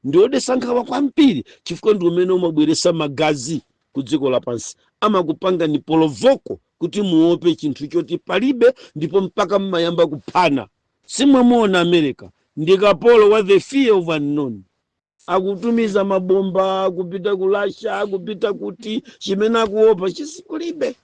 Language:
Nyanja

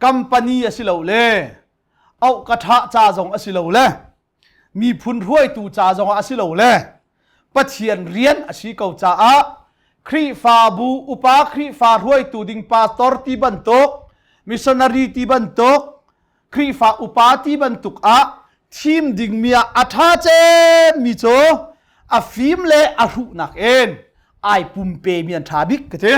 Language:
Hakha Chin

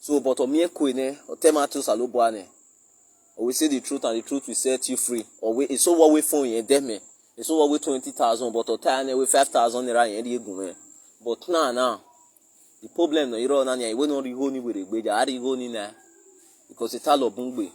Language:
Nigerian Pidgin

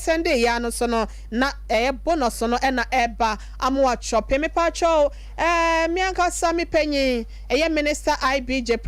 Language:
Akan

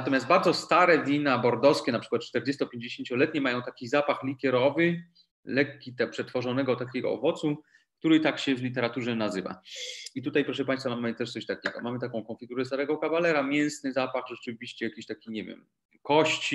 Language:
Polish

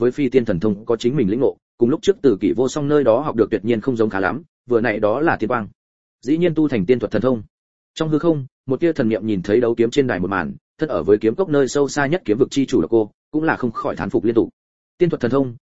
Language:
Vietnamese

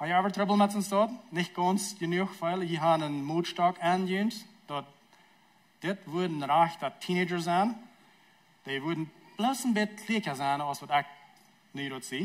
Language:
Plautdietsch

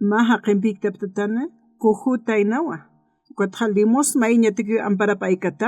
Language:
Aymara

